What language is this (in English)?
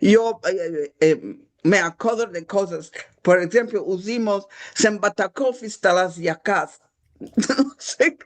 Ladino